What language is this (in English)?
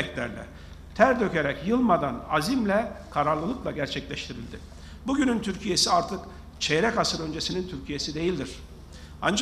Turkish